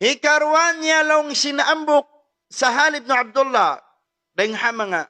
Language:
Tausug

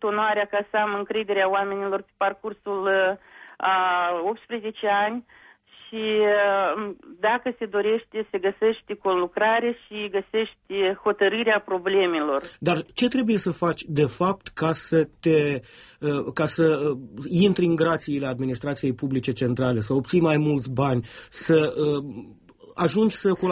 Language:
Romanian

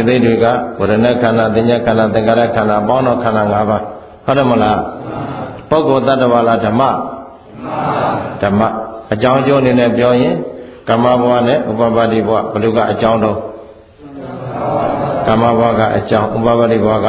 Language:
Burmese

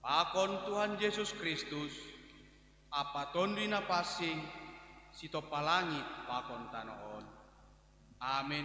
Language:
Batak Simalungun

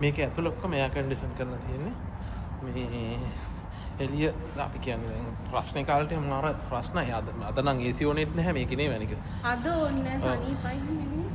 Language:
Sinhala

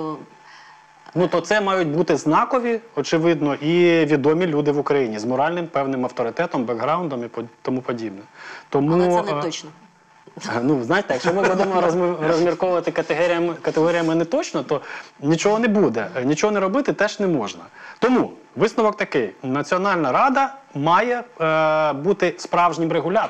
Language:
Ukrainian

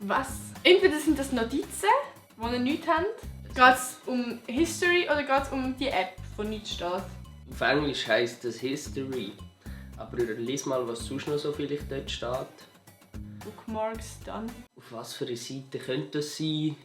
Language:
Swiss German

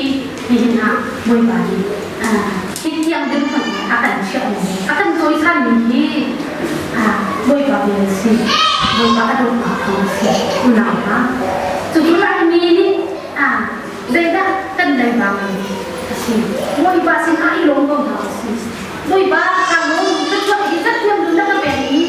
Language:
Hakha Chin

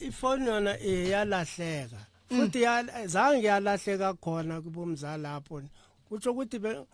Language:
Northern Sotho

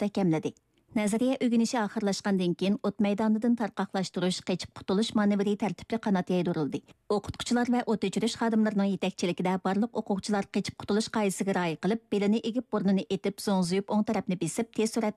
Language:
Uyghur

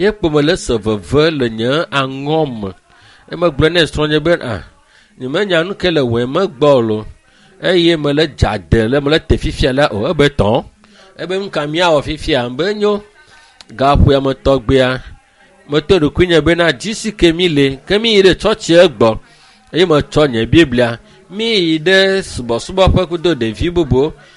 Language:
Ewe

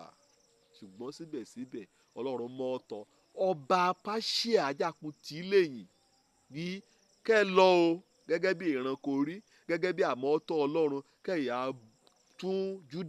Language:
Yoruba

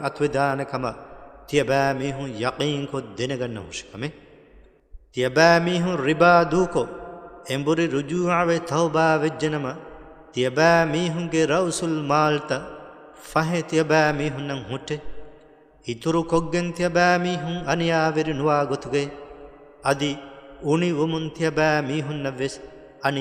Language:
Divehi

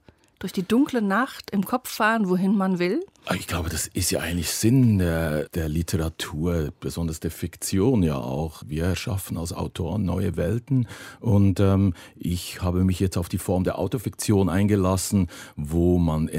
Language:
German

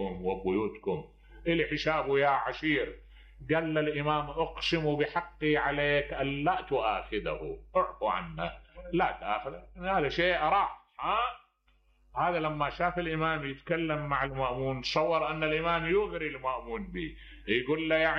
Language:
Mesopotamian Arabic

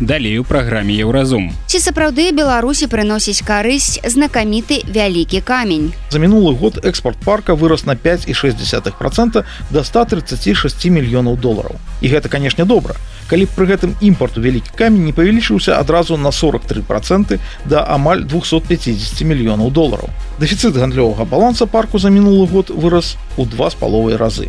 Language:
Belarusian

